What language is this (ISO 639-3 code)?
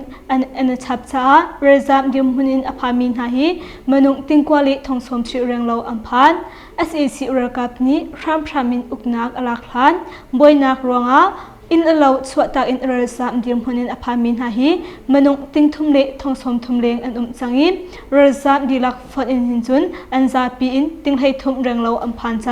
cnh